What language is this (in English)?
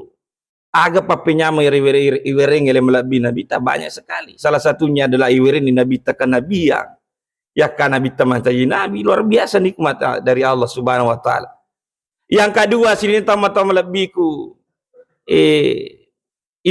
Buginese